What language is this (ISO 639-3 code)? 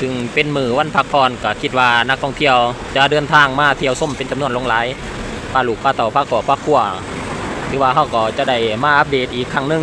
lao